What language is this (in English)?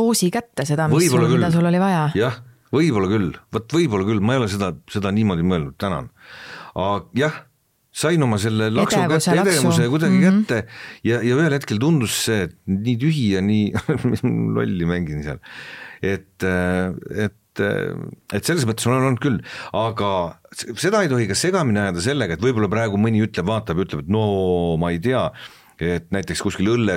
Estonian